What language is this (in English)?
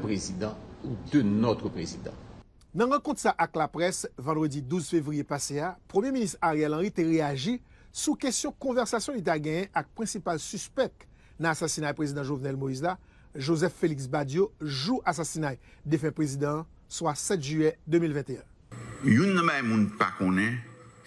Haitian Creole